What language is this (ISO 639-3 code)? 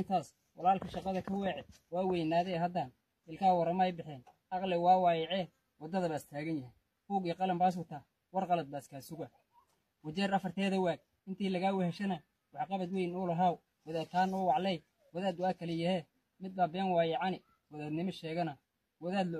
som